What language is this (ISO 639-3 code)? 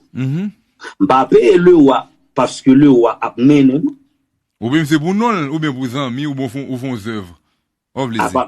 hat